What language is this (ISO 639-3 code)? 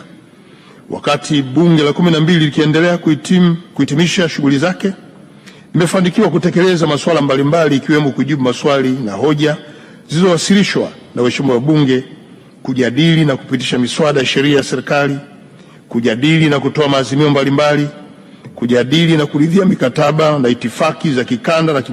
swa